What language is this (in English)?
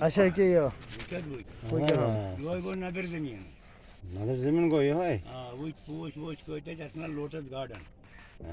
Kashmiri